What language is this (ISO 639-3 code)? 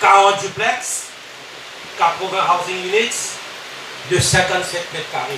mfe